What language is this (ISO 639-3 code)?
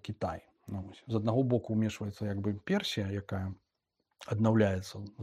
bel